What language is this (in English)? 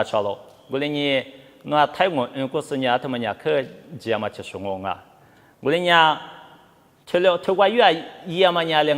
Lisu